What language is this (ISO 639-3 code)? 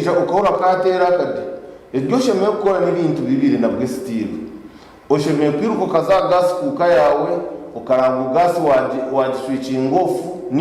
nyn